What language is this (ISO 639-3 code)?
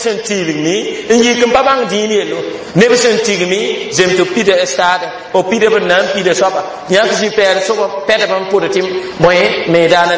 mos